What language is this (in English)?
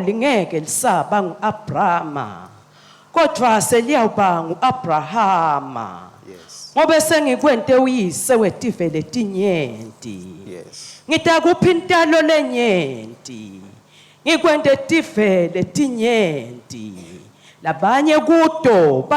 Swati